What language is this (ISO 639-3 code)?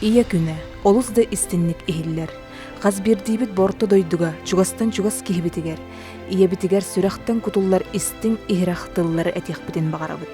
sah